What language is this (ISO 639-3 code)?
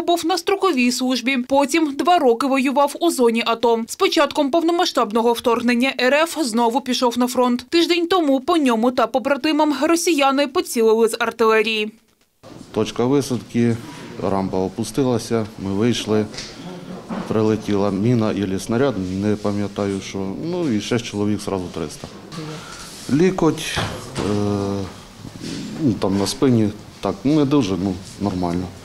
ukr